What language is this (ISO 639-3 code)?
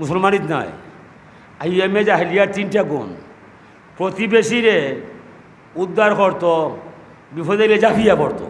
syl